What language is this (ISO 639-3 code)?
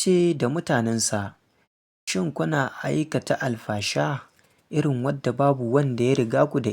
hau